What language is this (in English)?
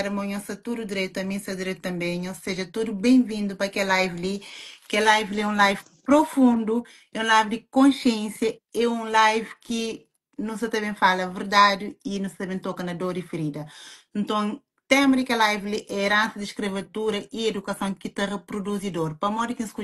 Kabuverdianu